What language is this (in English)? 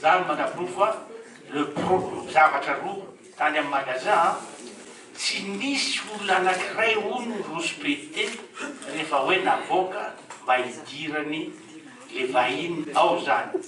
Malagasy